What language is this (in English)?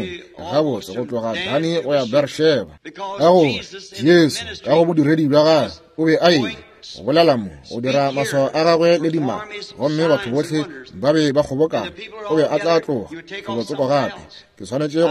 Northern Sotho